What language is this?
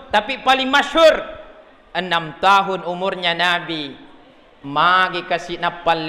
Buginese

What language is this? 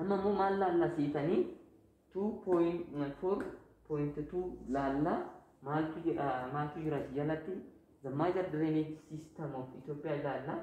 Oromo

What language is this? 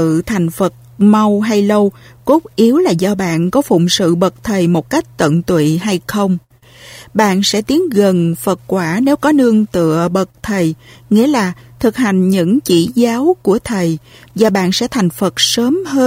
Vietnamese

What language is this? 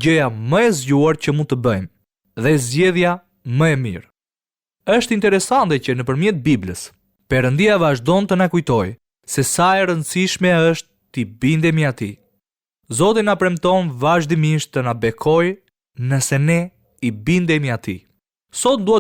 Albanian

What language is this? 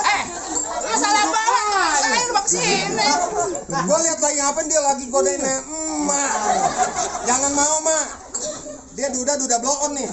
Betawi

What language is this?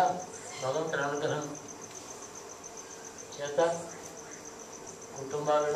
Telugu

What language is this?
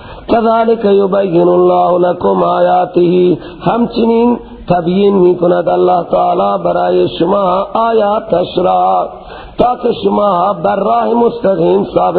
Persian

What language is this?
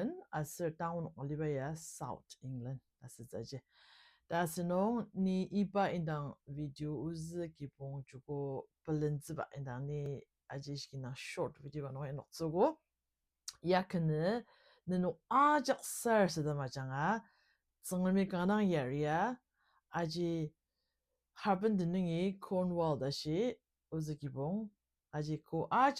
Ao Naga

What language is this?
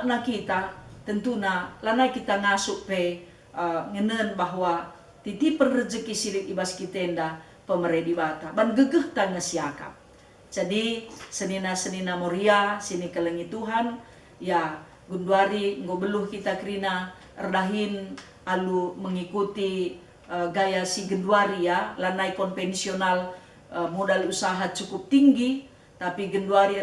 Batak Karo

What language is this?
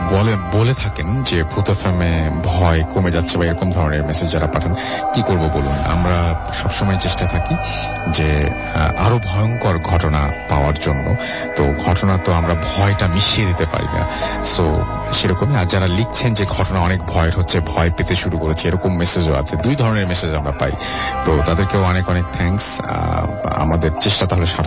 Bangla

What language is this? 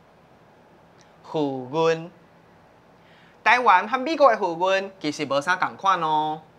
Min Nan Chinese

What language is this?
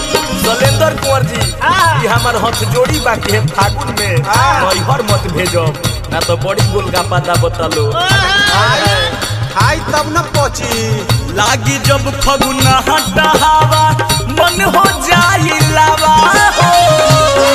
Bhojpuri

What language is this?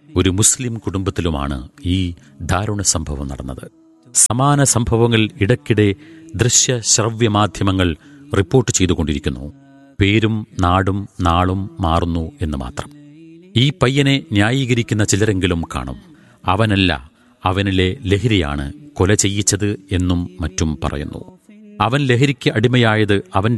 Malayalam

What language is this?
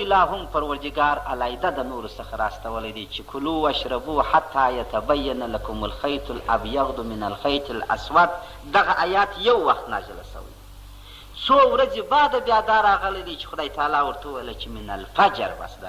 Pashto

